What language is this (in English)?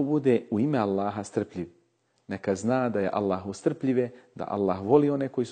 Bosnian